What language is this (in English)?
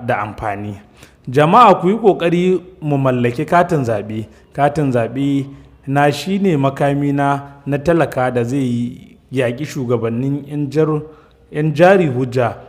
Hausa